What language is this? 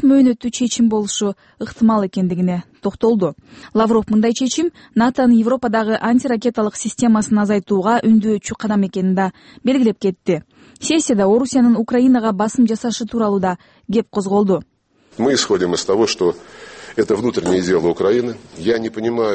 Kyrgyz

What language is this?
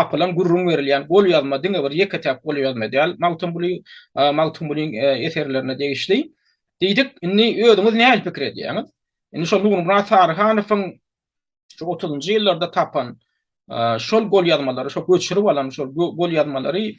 Turkmen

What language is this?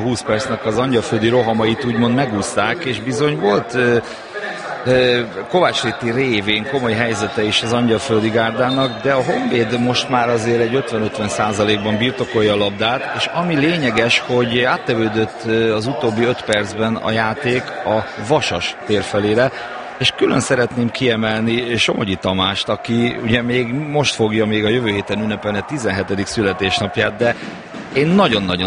Hungarian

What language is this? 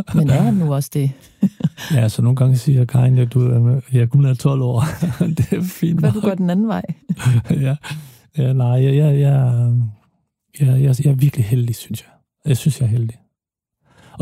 Danish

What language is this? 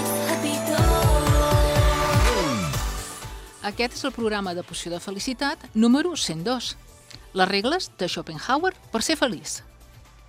Catalan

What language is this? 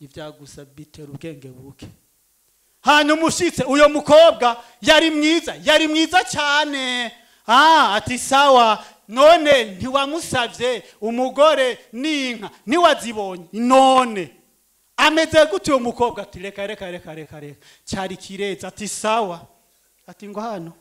Rundi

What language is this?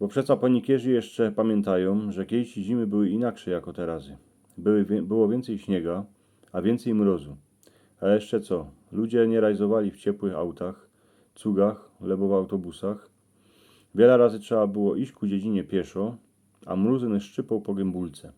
Silesian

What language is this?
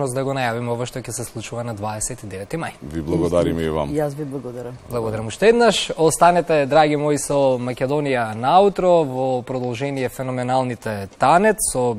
Macedonian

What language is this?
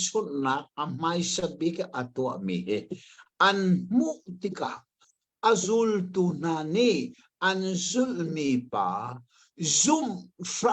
Hakha Chin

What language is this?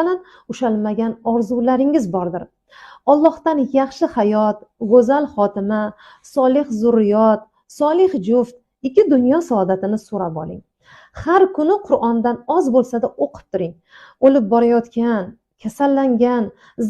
Uzbek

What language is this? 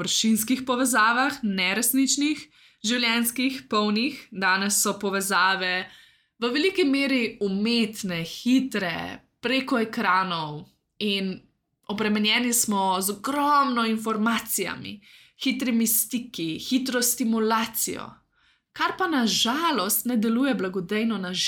Slovenian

